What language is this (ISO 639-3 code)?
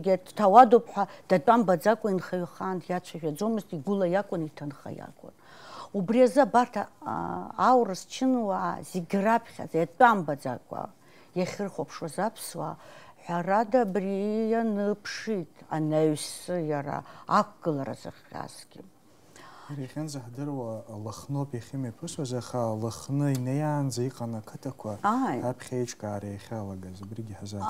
abk